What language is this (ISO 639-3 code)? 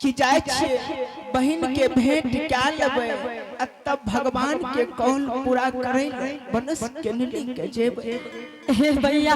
anp